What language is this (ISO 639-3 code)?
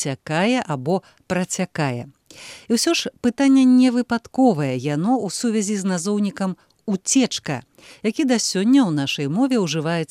bel